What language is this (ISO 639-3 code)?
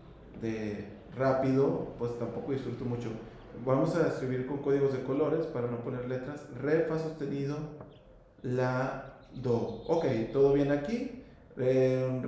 spa